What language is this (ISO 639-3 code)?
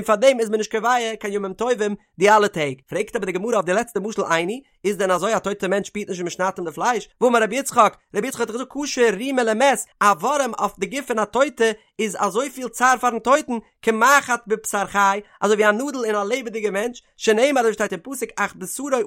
yid